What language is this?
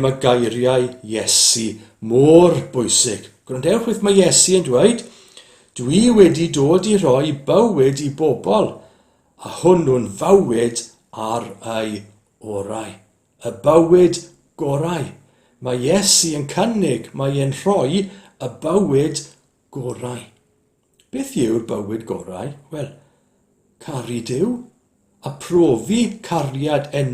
Welsh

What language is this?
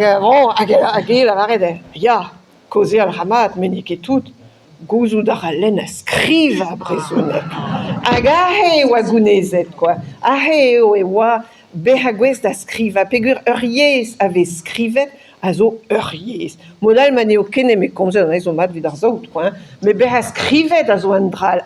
Breton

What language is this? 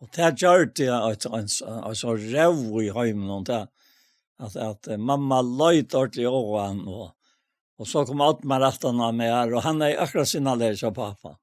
Faroese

